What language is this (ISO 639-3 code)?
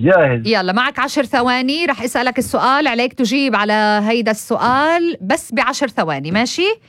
apc